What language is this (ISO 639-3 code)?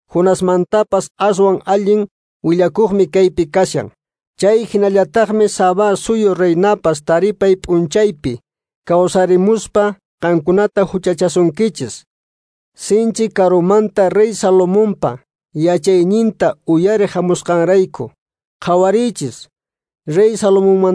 que